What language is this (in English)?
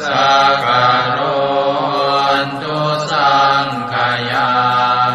Pali